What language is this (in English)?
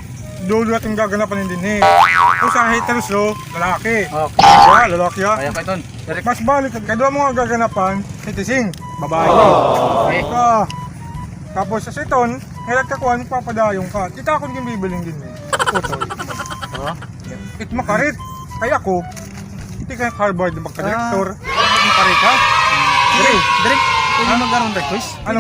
Waray